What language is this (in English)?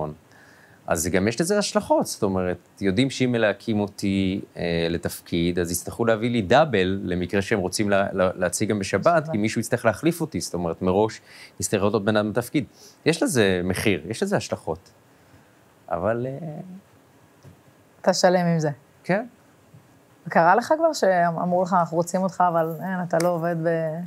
Hebrew